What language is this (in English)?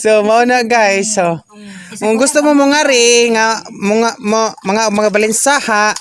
Cebuano